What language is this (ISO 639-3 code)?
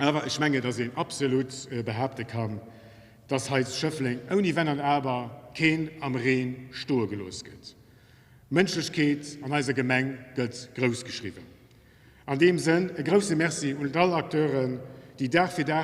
ltz